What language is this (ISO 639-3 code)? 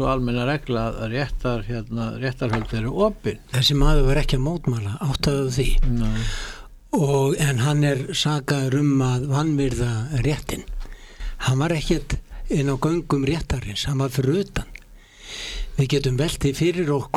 isl